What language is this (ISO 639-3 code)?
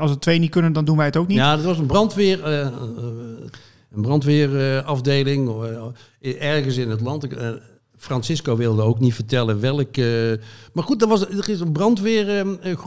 nld